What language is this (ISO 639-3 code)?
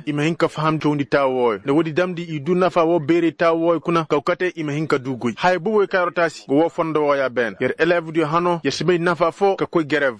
ses